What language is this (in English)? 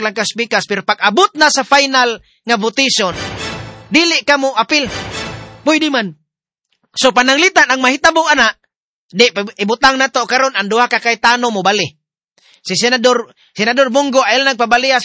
Cebuano